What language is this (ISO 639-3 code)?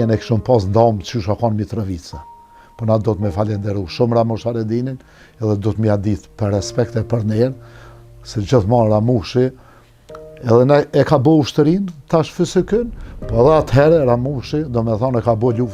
sqi